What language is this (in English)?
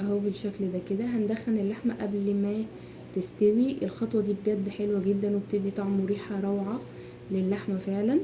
Egyptian Arabic